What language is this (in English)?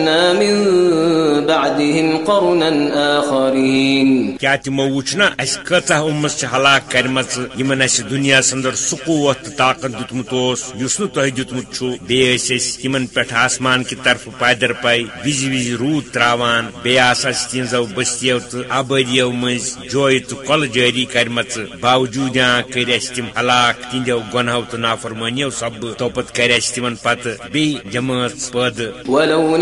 Kashmiri